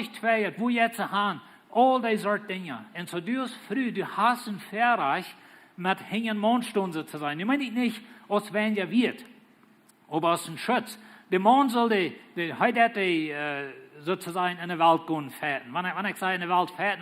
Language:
Plautdietsch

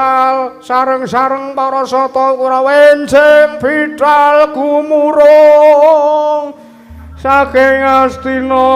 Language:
Javanese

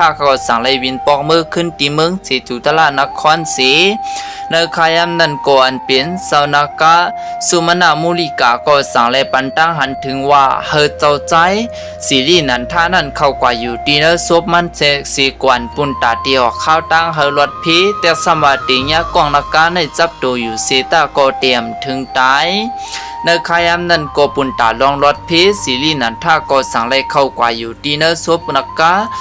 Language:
Shan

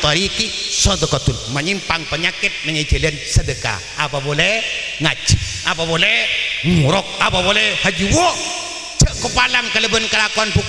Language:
Madurese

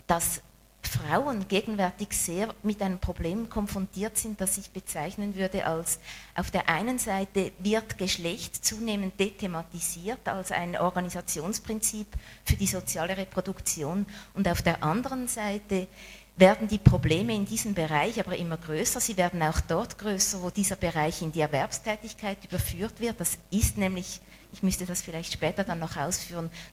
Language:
German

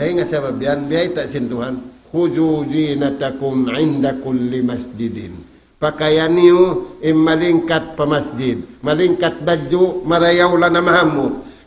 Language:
Tausug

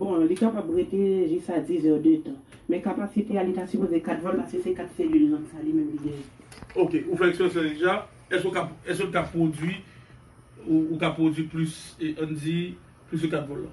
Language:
Haitian Creole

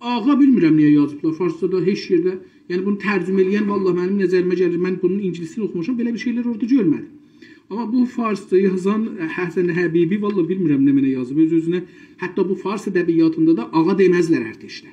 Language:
South Azerbaijani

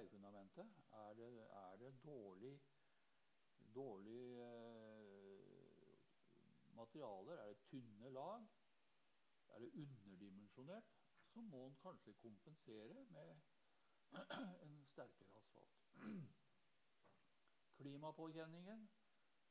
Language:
Norwegian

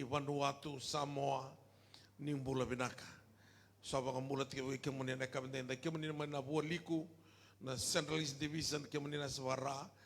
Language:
Fijian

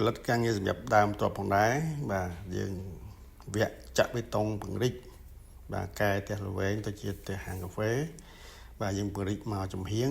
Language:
Khmer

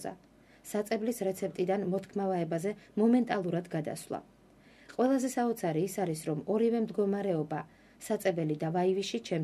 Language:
Georgian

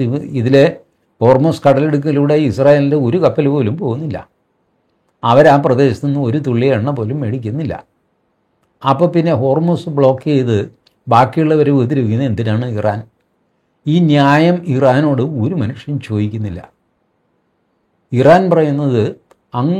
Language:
Malayalam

